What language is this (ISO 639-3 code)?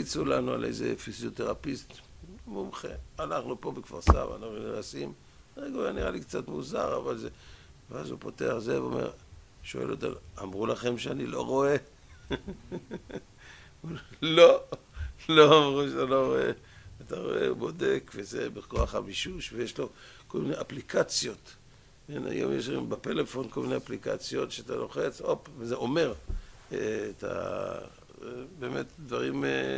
heb